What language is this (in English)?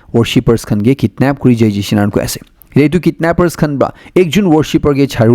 Naga Pidgin